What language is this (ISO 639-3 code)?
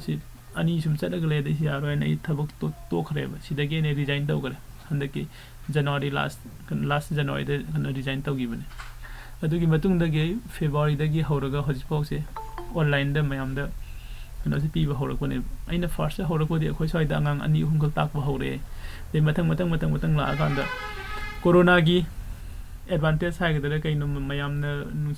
mni